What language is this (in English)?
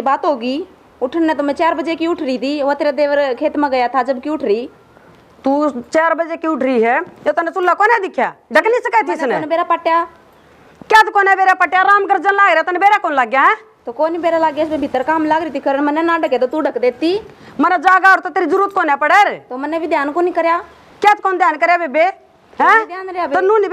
Haryanvi